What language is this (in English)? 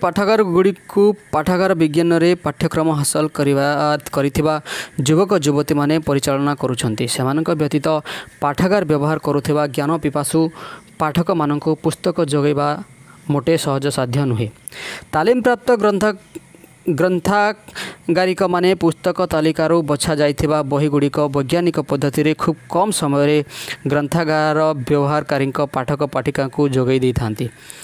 Odia